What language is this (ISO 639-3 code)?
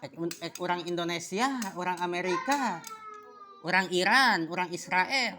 sun